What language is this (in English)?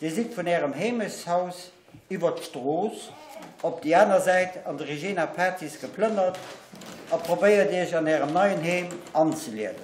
Luxembourgish